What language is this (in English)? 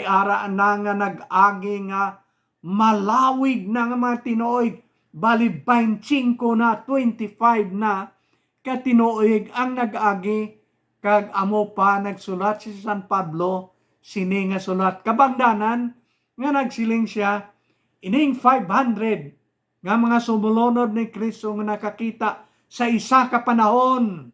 Hiligaynon